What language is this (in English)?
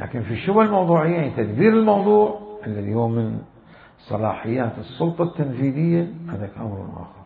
Mesopotamian Arabic